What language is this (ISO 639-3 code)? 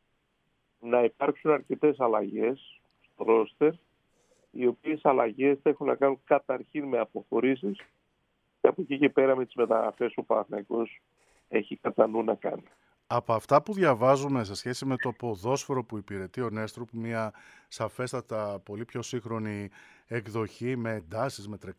ell